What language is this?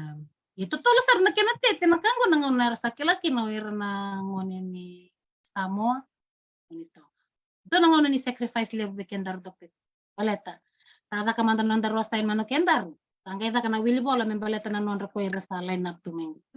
Fijian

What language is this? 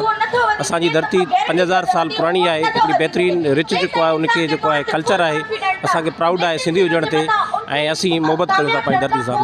Sindhi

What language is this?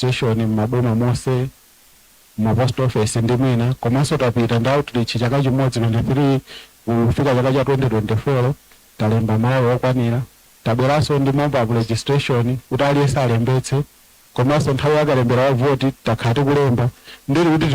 Nyanja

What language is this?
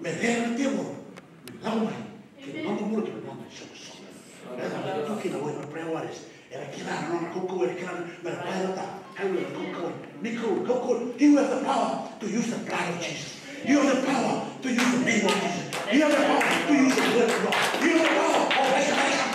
Fijian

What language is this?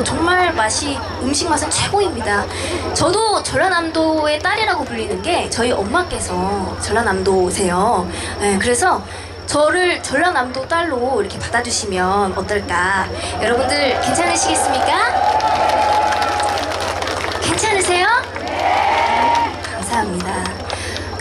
Korean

